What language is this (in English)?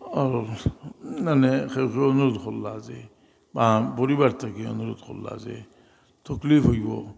Sylheti